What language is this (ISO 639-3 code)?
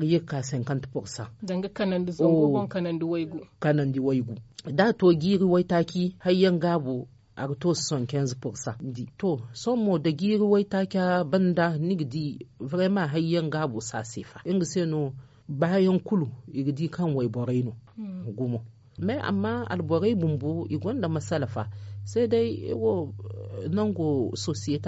dje